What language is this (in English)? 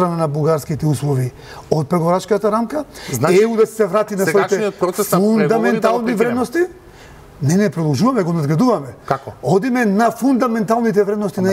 Macedonian